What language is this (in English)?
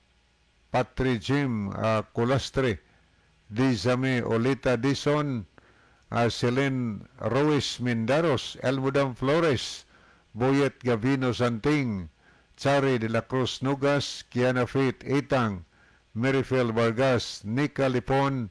Cebuano